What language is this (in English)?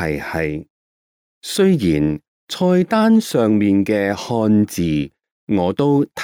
Cantonese